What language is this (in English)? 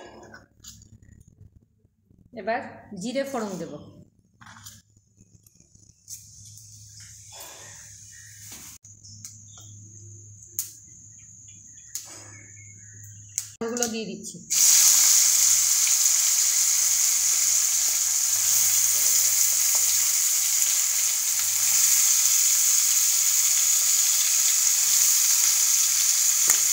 Bangla